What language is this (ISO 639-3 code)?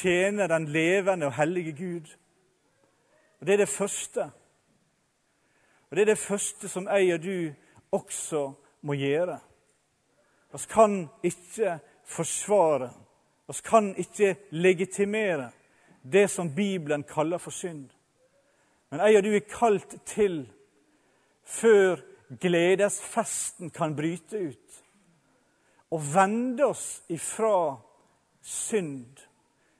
nor